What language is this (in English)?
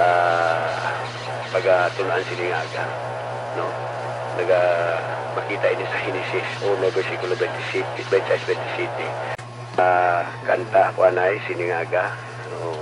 Hiligaynon